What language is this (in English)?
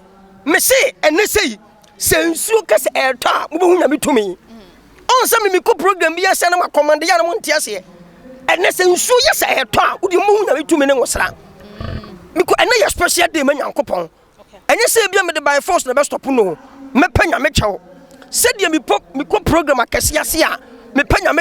Akan